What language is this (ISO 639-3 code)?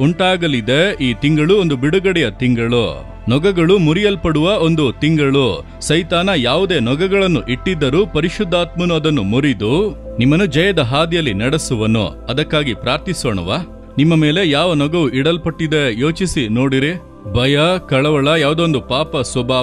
kan